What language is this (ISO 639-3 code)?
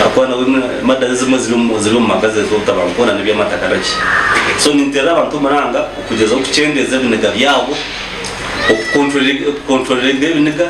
nyn